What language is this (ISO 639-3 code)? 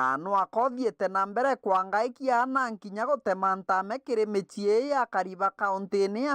mer